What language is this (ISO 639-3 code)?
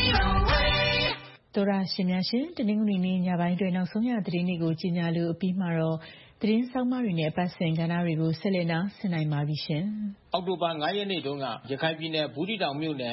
mya